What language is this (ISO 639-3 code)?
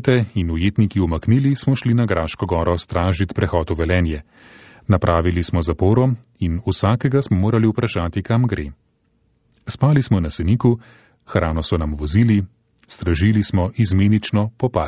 slv